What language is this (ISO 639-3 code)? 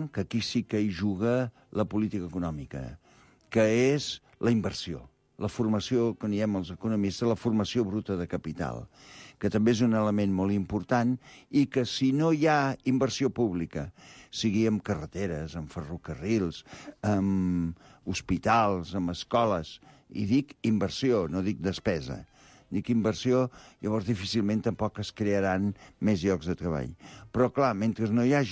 cat